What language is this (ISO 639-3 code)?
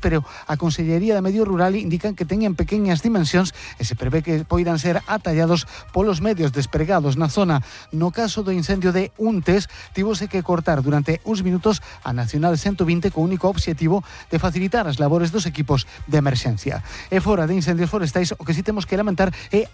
glg